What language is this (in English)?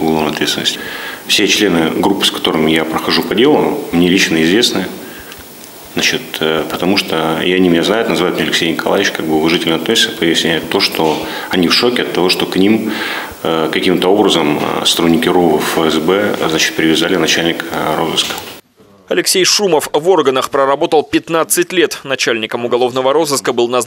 Russian